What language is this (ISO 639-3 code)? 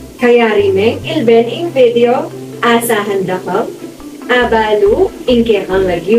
pam